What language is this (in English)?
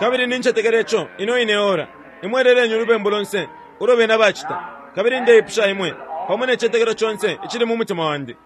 Bemba